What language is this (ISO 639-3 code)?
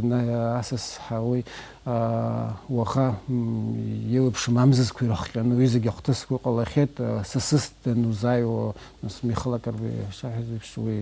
abk